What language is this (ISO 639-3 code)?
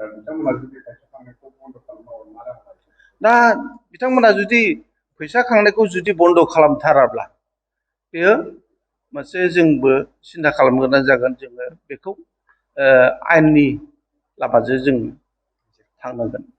brx